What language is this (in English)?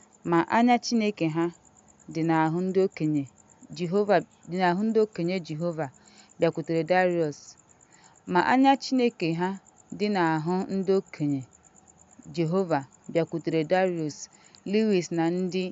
Igbo